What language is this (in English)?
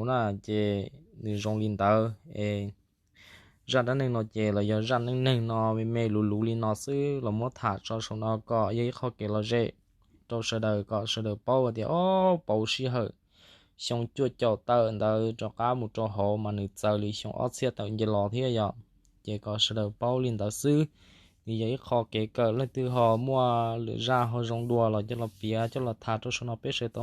Hmong